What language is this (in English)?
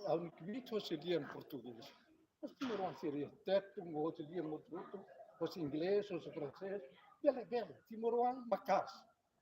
Tetum